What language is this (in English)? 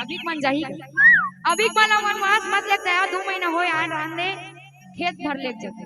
Chhattisgarhi